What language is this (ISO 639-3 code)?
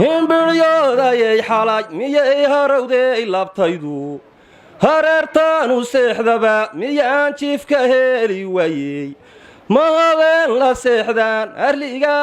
som